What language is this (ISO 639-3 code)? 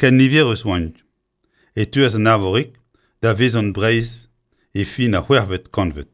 bre